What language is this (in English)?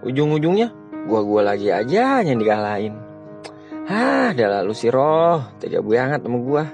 Betawi